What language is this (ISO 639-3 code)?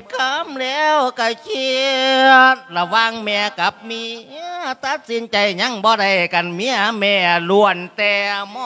lao